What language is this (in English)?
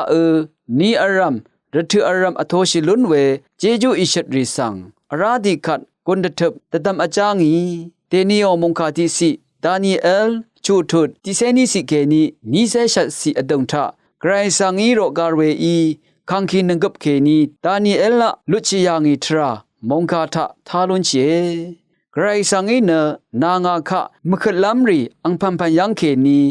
Rawang